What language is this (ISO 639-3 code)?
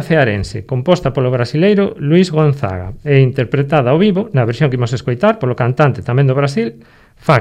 glg